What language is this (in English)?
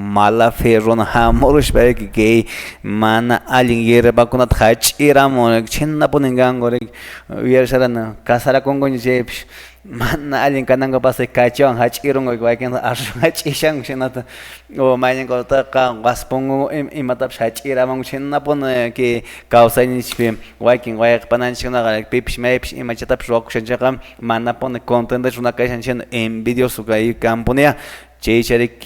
Quechua